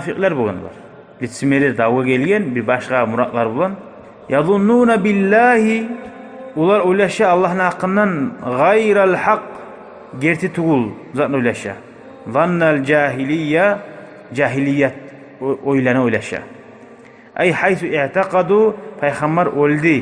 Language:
Kumyk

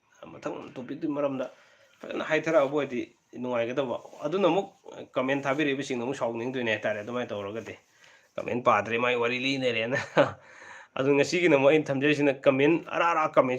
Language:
Manipuri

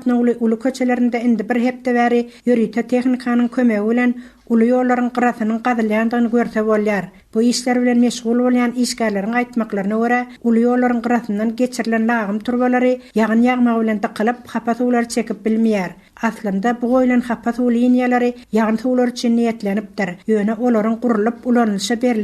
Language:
Turkmen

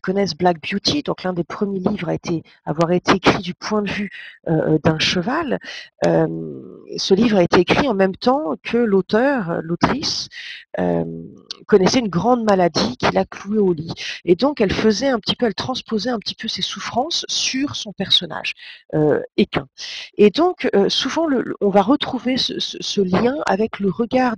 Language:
French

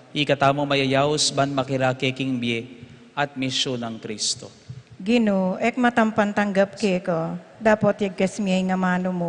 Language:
Pampanga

